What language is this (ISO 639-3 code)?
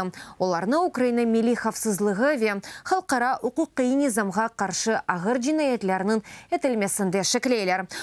crh